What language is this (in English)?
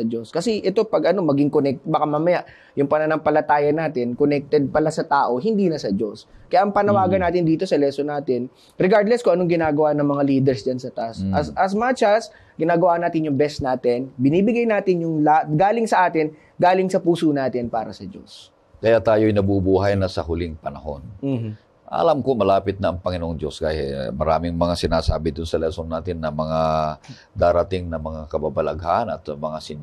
Filipino